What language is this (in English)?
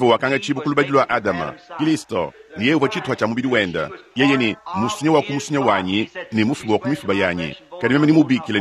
Luba-Lulua